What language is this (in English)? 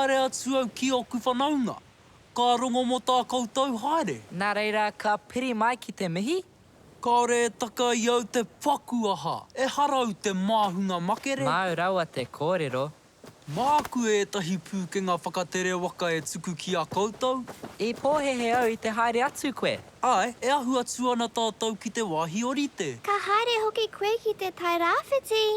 Māori